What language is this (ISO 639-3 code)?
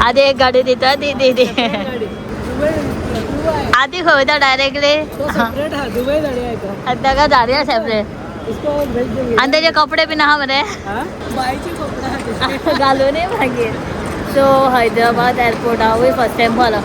kok